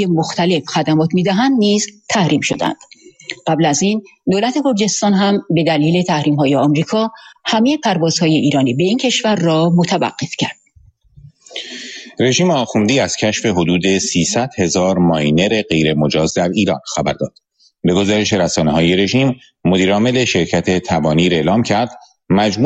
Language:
Persian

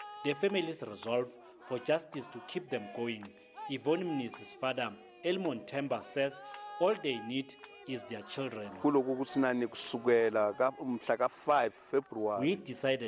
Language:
English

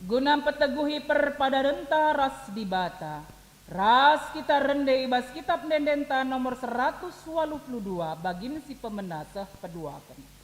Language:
Batak Karo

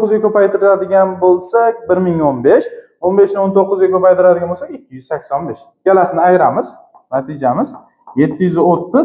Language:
Uzbek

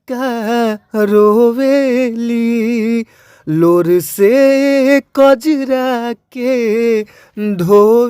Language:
Bhojpuri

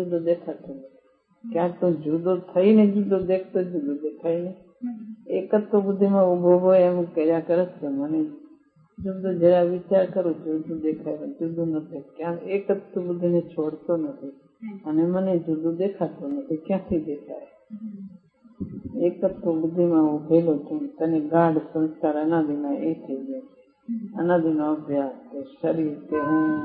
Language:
Gujarati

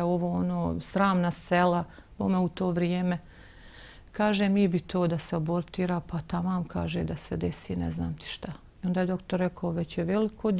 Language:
Bosnian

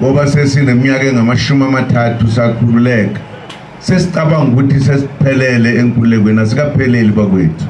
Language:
Zulu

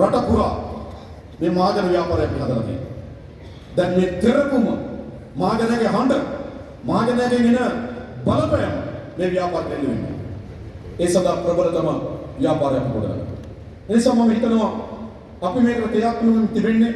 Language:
Sinhala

